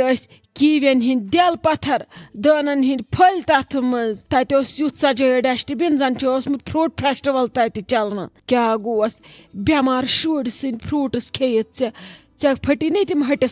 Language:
Kashmiri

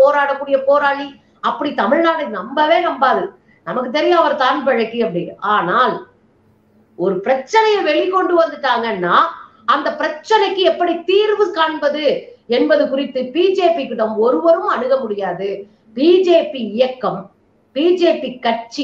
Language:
Tamil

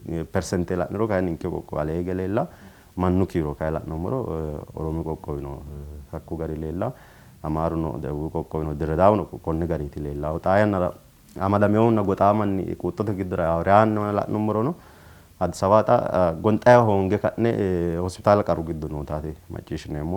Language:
Sidamo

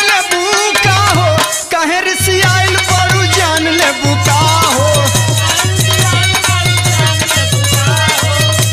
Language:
Bhojpuri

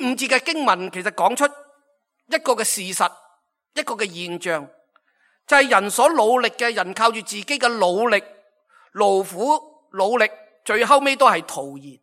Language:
Cantonese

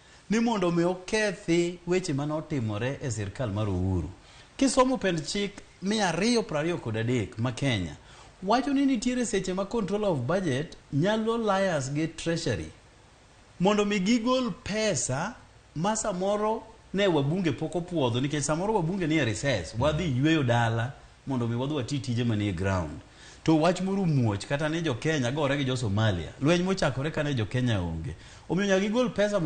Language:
Luo (Kenya and Tanzania)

